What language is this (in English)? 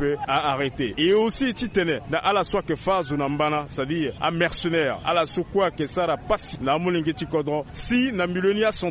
Sango